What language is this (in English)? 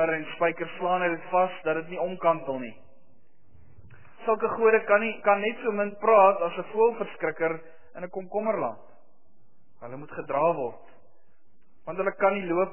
Afrikaans